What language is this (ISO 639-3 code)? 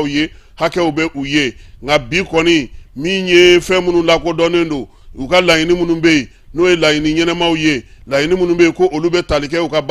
bam